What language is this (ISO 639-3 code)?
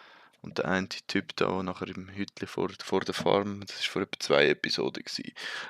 gsw